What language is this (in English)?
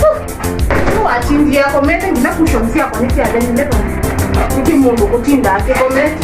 Kamba